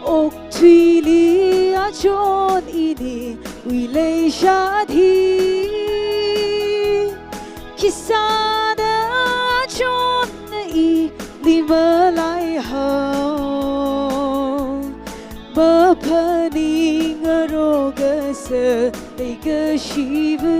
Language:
Tangkhul Naga (India)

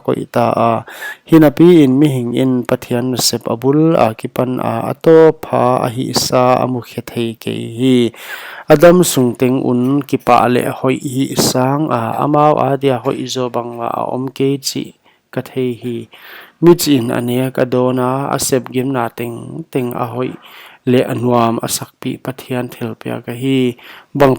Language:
Paite Chin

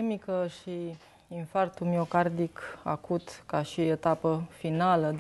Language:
Romanian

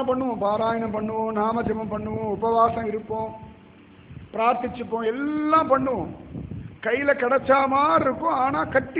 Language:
Tamil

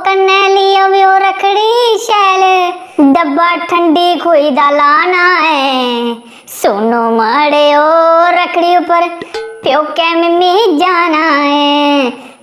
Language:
Dogri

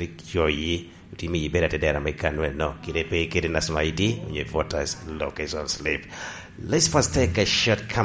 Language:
Lango (Uganda)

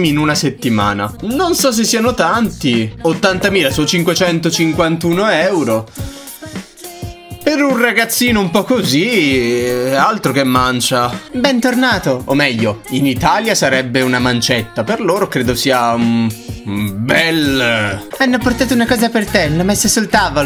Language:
Italian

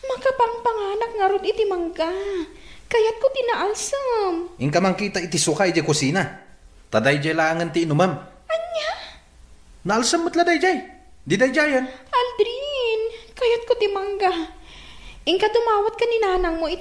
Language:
Iloko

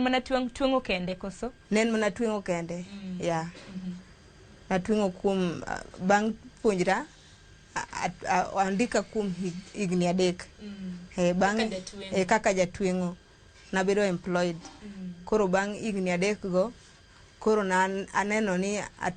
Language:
Luo (Kenya and Tanzania)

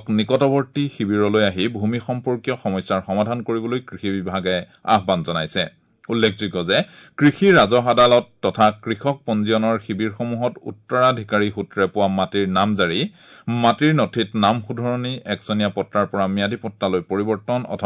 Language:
Assamese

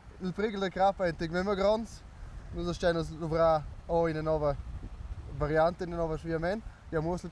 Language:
Romansh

